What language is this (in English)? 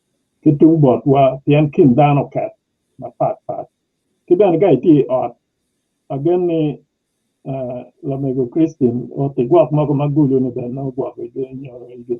Acoli